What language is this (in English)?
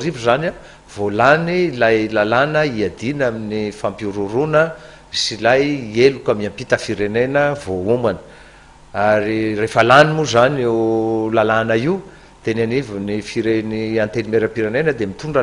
Malagasy